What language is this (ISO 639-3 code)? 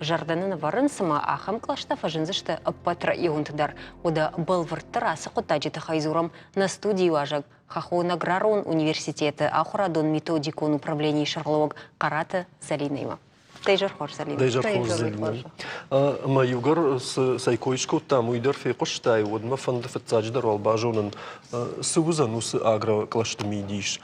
oss